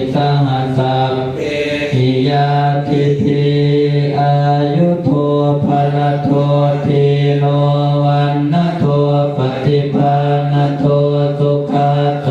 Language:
Pali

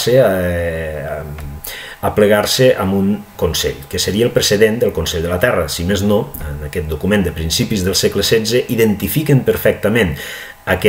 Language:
Catalan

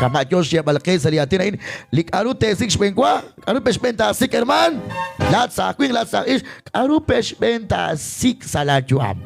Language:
Kekchí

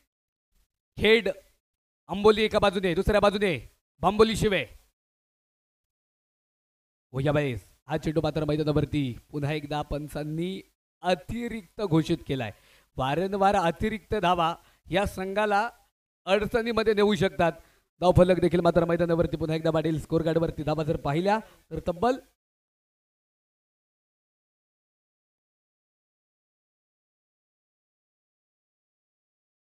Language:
Marathi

